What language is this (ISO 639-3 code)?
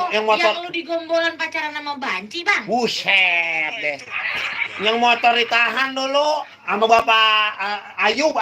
bew